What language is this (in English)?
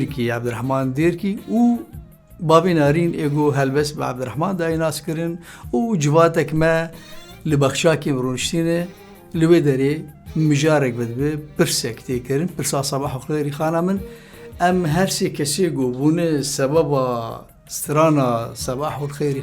Kurdish